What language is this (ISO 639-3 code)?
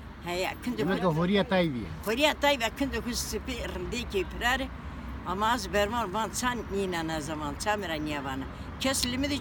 zza